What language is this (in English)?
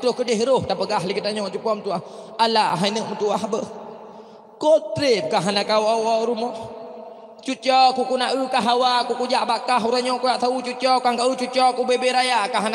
Achinese